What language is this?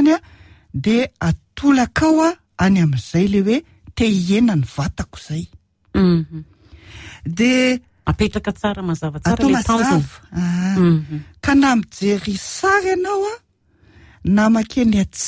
Malagasy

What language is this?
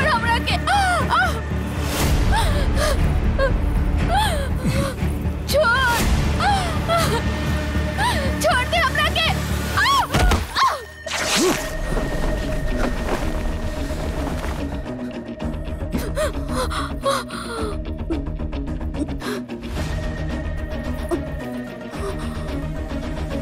Bhojpuri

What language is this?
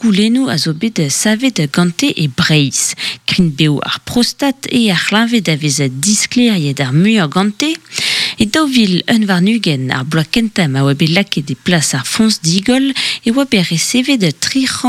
Breton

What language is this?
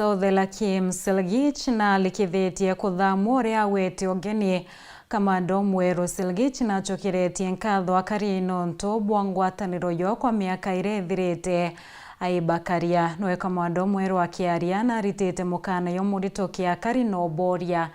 Meru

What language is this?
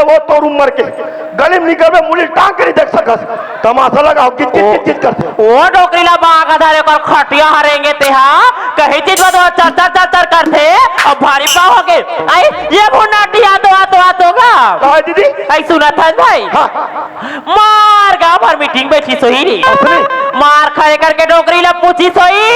Chhattisgarhi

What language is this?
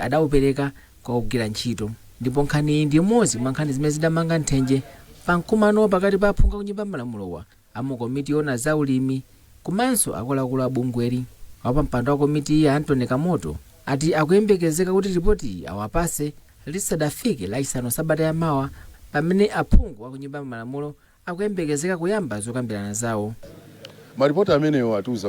Nyanja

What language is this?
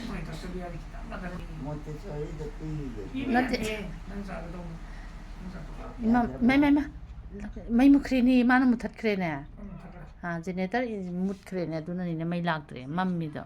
Manipuri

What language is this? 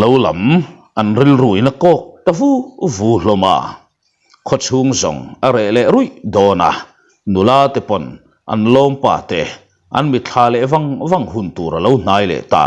Mizo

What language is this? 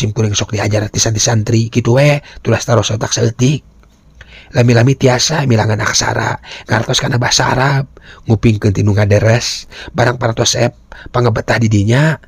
Sundanese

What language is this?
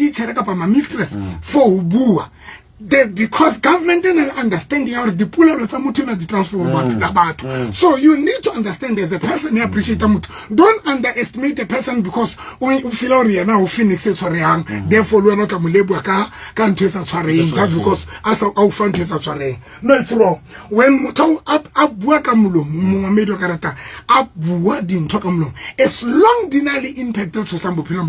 Southern Sotho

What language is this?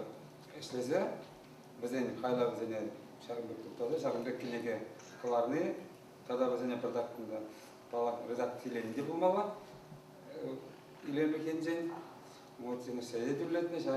Chuvash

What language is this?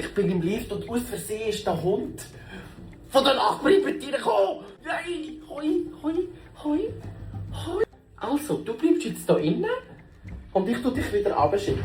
Swiss German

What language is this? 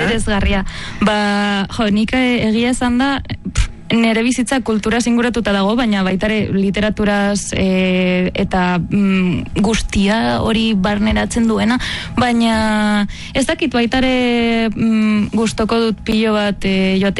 Basque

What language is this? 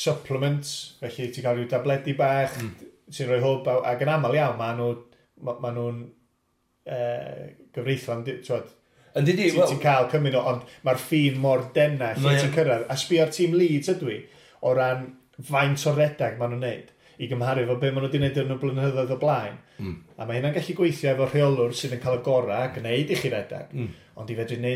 Welsh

